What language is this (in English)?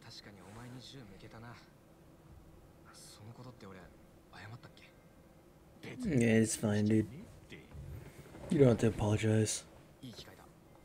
Japanese